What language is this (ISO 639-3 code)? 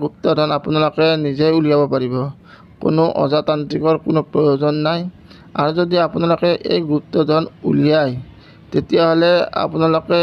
asm